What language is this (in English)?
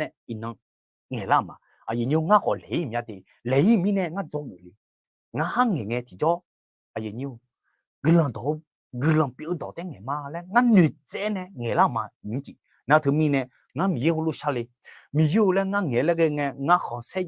Akha